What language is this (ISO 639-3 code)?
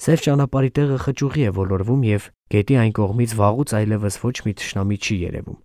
hye